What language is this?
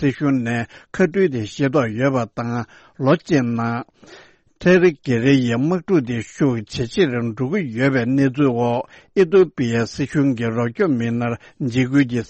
Tibetan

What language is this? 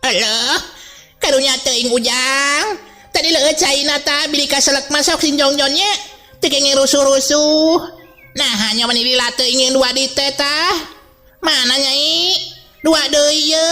Sundanese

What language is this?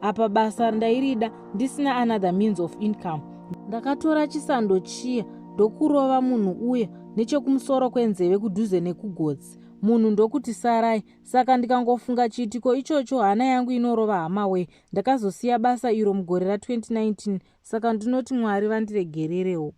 Shona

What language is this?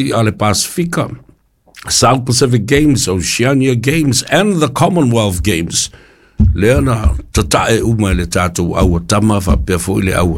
Samoan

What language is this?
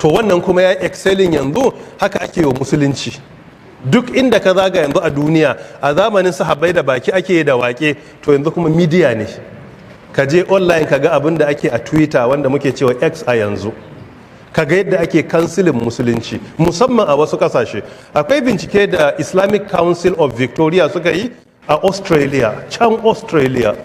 Hausa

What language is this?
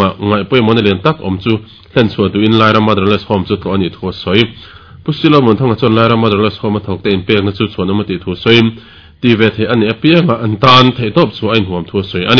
Mizo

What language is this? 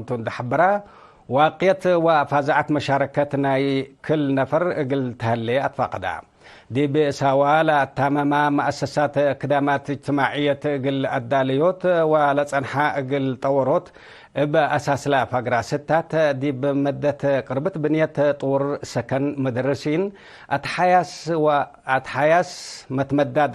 Tigre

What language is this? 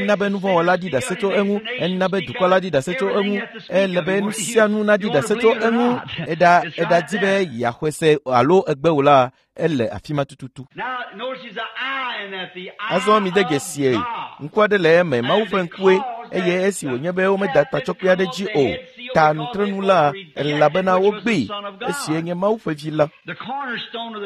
Ewe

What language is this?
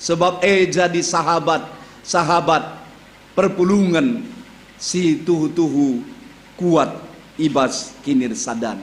Batak Karo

